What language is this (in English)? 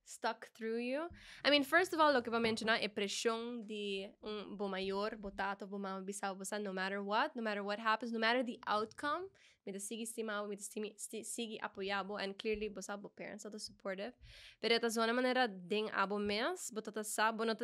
Papiamento